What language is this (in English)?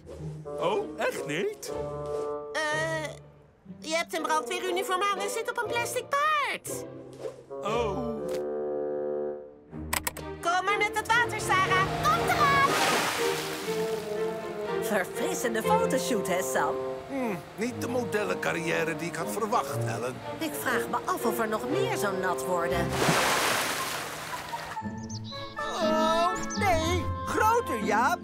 Dutch